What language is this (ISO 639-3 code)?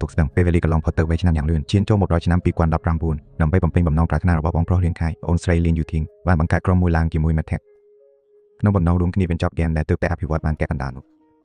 khm